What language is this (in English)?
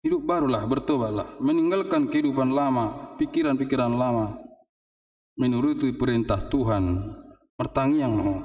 Batak Toba